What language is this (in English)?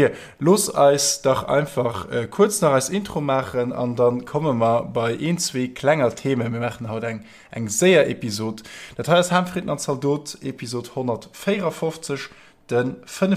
Luxembourgish